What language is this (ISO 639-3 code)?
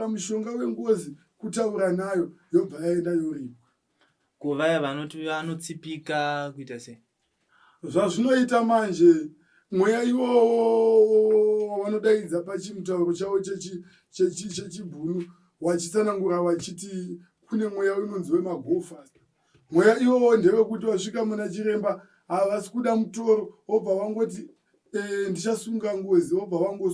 sna